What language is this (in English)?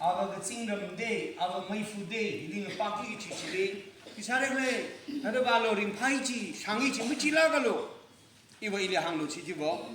Tangkhul Naga (India)